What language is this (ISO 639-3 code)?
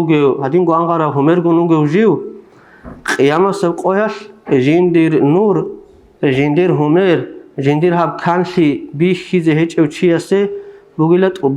ava